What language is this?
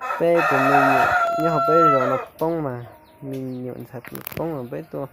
Hmong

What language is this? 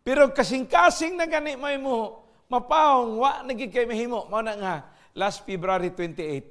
Cebuano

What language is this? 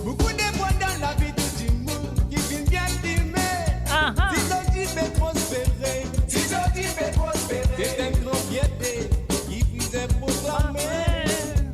Morisyen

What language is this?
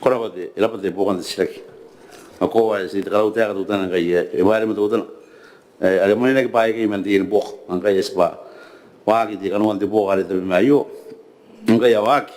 Gilbertese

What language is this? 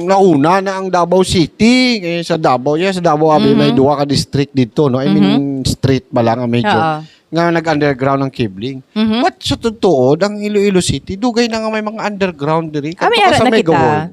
Hiligaynon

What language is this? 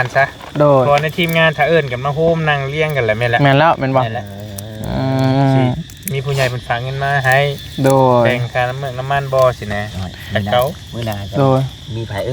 Northeastern Thai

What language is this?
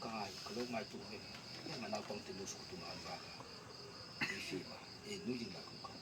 Hmar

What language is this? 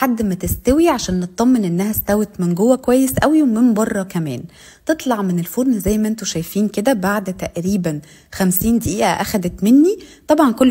Egyptian Arabic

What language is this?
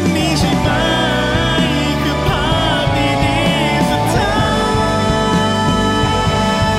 Thai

